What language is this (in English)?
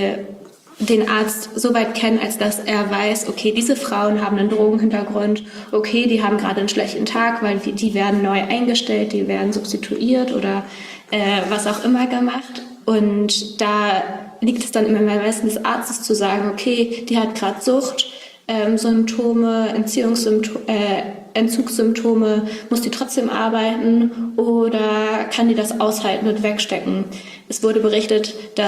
German